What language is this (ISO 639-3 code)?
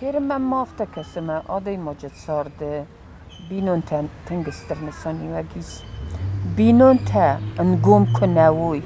oss